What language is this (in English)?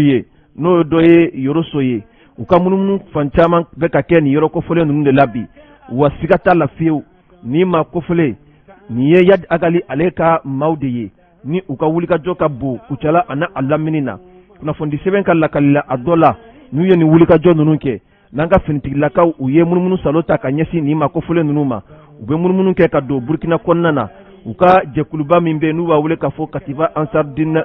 Bambara